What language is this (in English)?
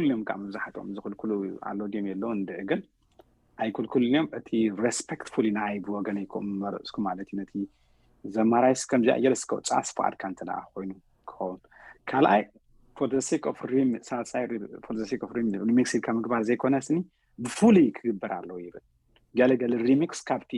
Tigrinya